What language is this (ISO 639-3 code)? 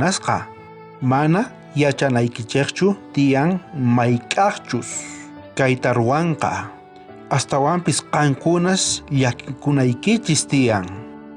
quh